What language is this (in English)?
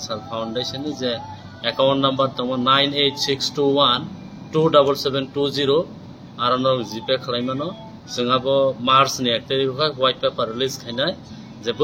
Kok Borok